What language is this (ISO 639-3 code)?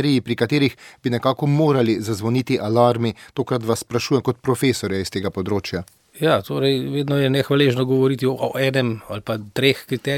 slv